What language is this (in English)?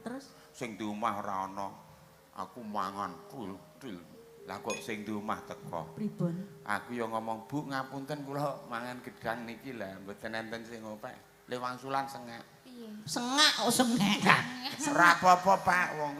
Javanese